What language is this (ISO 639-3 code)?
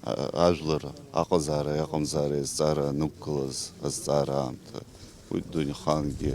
abk